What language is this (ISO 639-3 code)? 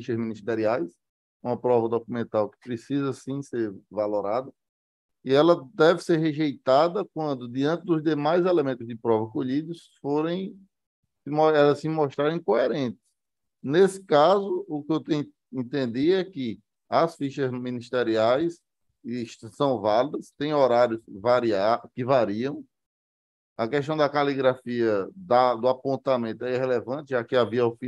por